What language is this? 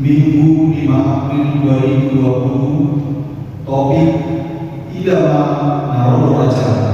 Batak Toba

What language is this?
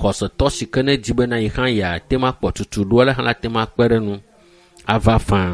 Ewe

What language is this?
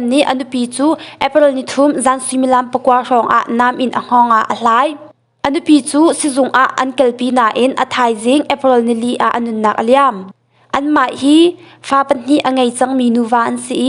Hakha Chin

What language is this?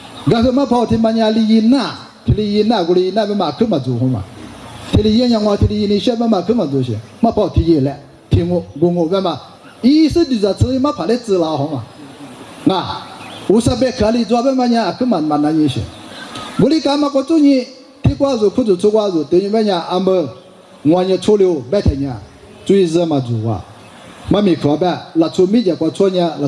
Lisu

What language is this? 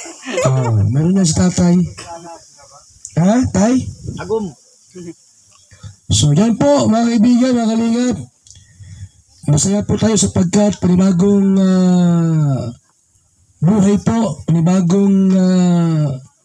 Filipino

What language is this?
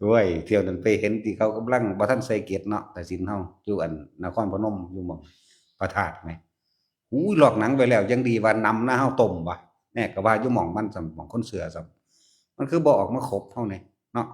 Northeastern Thai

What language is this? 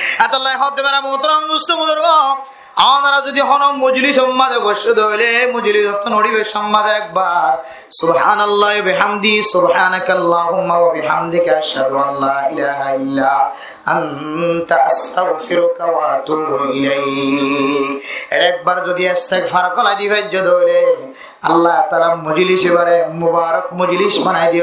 Rohingya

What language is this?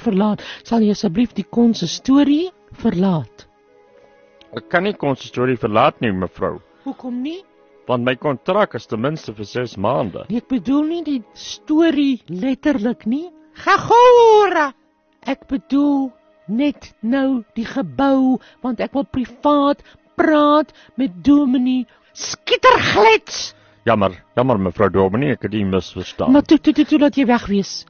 Afrikaans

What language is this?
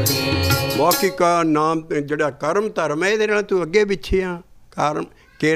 Punjabi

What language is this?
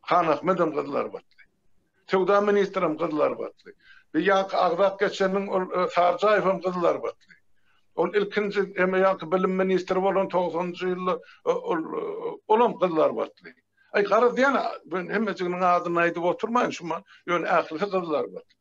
Turkmen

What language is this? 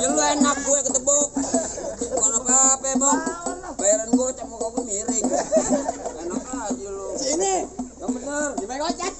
Betawi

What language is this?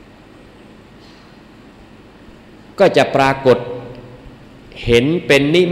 Thai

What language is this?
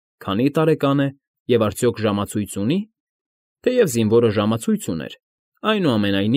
Armenian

